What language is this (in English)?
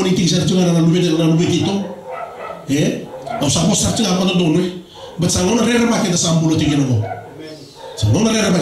Fijian